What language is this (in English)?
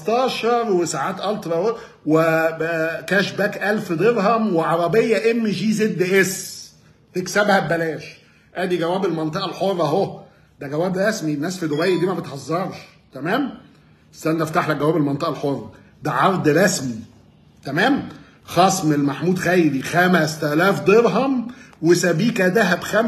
Egyptian Arabic